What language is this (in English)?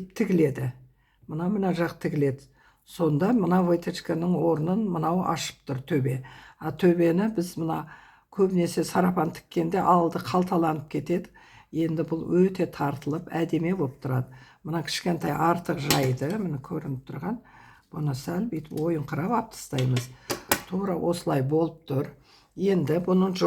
Kazakh